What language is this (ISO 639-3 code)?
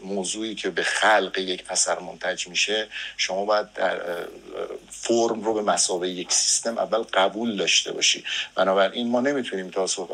fas